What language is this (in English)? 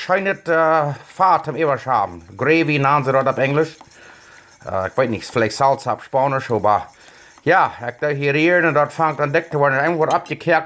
Plautdietsch